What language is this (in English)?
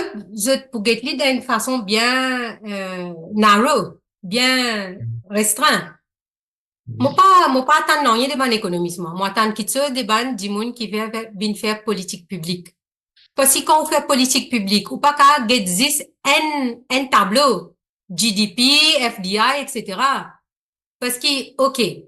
Morisyen